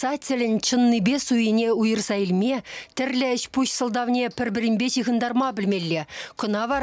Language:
Chuvash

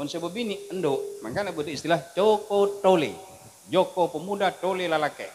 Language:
Madurese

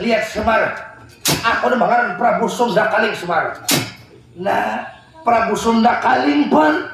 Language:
Banjar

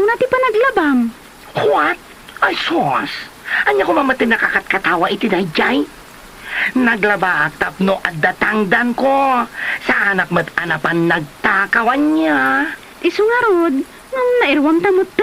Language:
Iloko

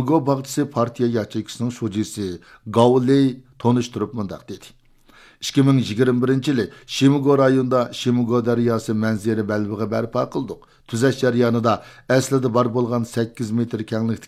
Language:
Uyghur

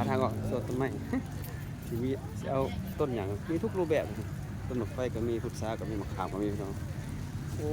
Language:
Lao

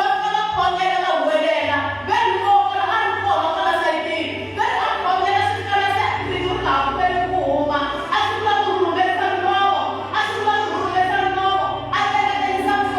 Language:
Tsonga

